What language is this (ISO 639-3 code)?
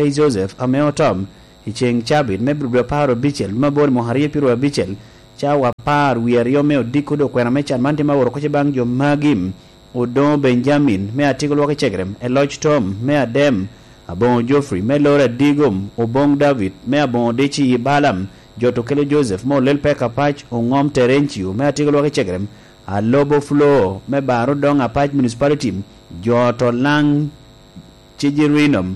laj